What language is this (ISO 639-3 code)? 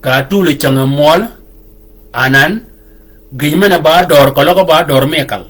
shk